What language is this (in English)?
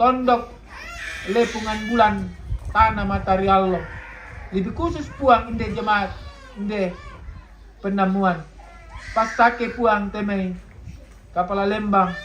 Toraja-Sa'dan